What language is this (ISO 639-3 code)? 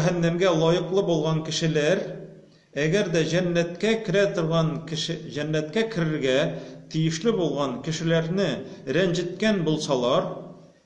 tat